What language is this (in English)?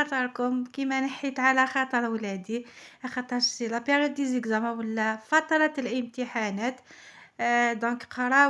Algerian Arabic